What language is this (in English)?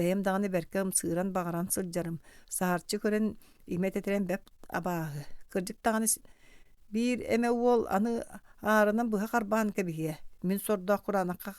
Yakut